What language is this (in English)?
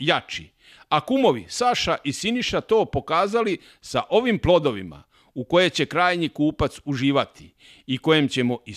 Serbian